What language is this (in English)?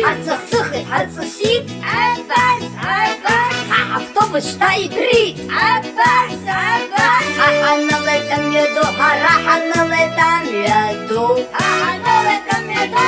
Abkhazian